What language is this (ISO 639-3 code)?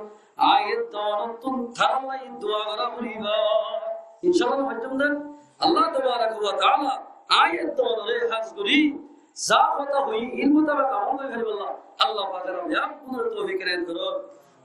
rhg